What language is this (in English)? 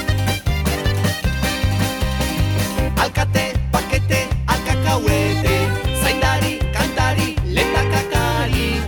Basque